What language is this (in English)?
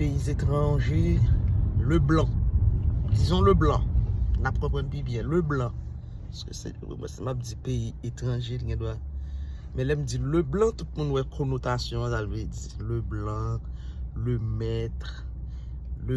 Haitian Creole